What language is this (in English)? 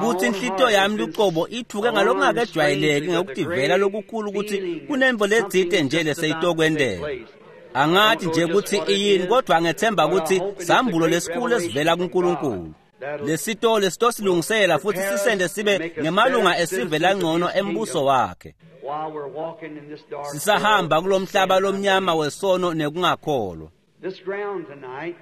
Swati